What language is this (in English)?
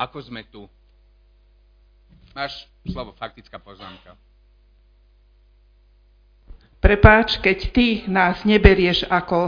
Slovak